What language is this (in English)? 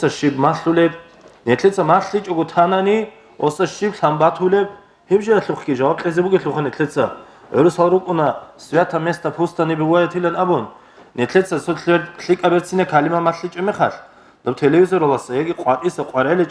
Avaric